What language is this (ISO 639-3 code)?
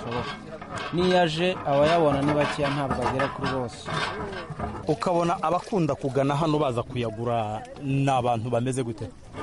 kin